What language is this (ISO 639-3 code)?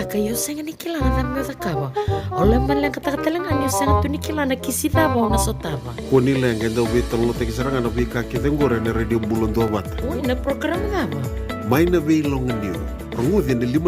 fij